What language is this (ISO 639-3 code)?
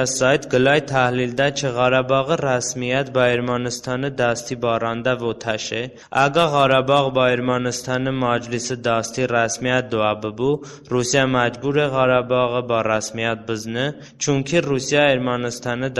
tly